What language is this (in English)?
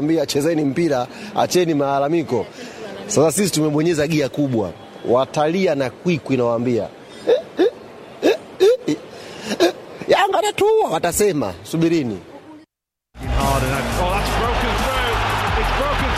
Swahili